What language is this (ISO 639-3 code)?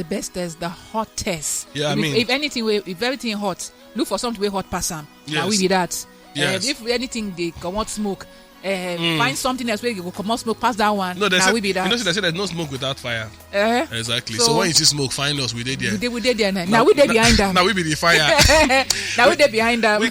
pcm